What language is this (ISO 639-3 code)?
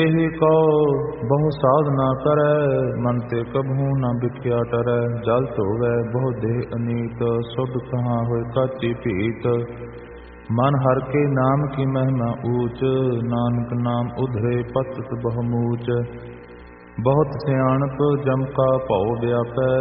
pan